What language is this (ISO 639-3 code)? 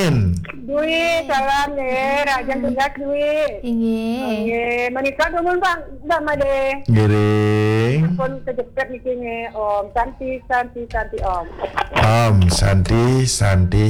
ban